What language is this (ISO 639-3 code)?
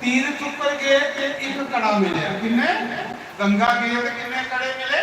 doi